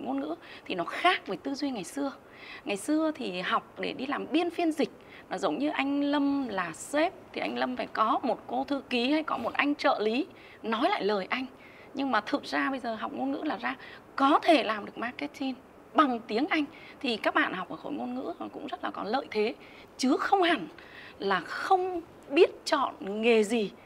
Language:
Vietnamese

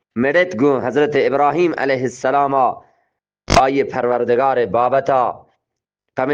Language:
Eastern Balochi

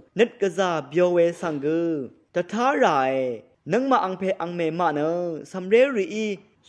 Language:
Rawang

